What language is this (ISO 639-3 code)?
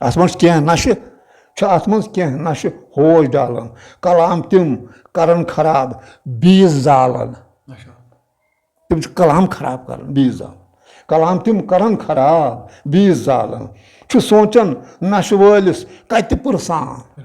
kas